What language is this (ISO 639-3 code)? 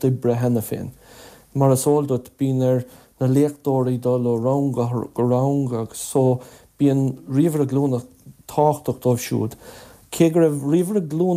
gle